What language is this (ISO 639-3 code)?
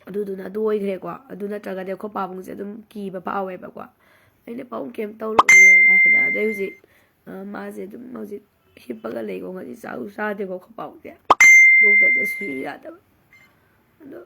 mni